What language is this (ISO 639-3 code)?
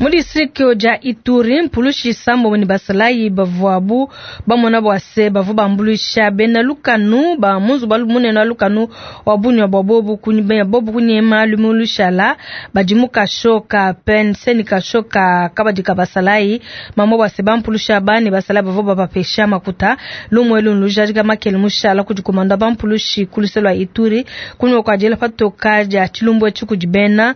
lua